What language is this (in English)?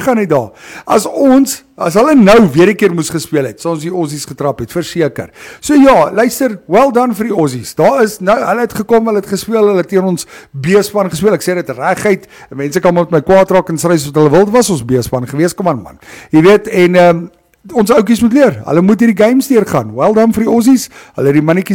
Afrikaans